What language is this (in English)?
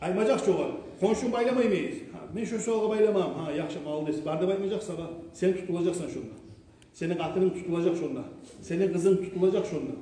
Kumyk